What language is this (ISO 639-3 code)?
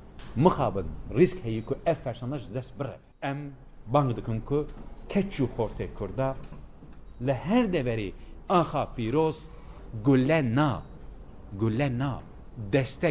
kur